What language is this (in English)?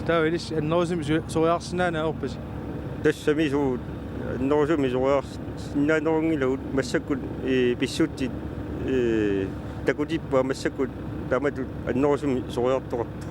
Kalaallisut